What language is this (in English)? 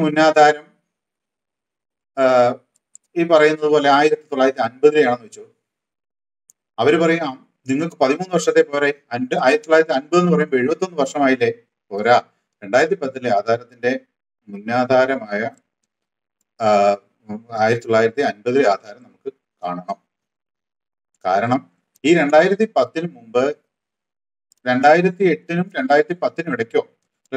Malayalam